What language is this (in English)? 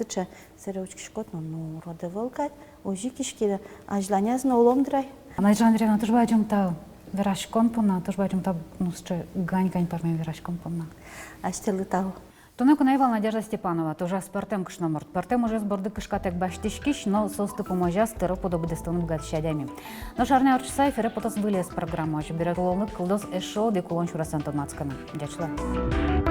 Udmurt